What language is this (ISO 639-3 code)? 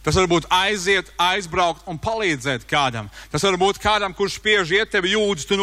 lav